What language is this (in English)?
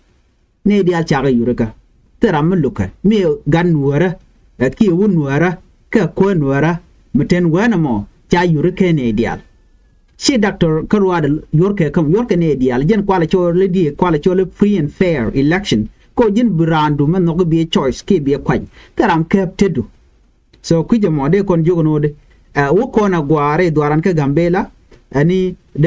Nuer